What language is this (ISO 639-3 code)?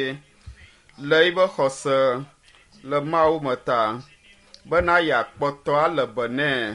ewe